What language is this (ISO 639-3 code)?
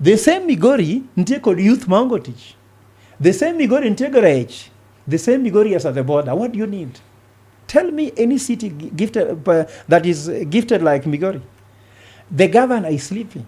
luo